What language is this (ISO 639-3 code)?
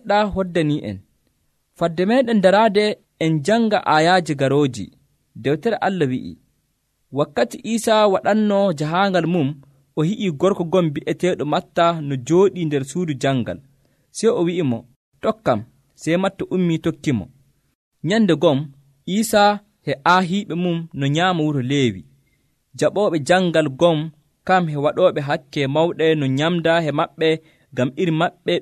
fuv